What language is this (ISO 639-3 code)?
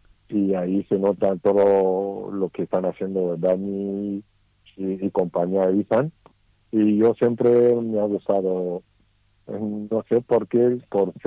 spa